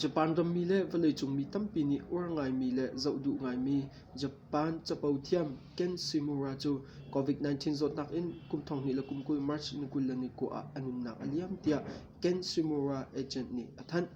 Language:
Hakha Chin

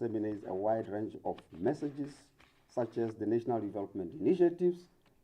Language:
Tswana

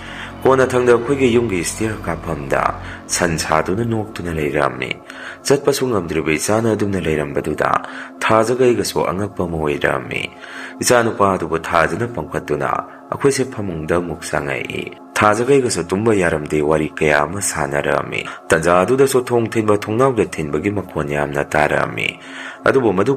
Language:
Manipuri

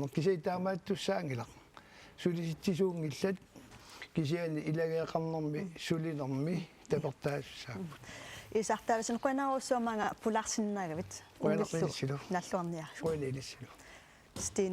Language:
Kalaallisut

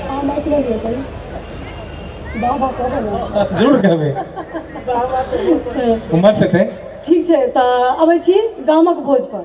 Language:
Maithili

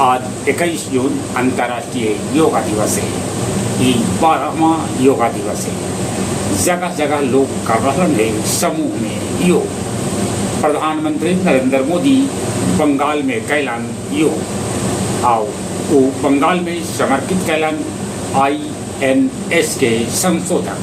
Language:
Magahi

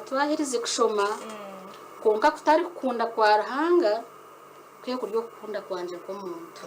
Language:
Nyankole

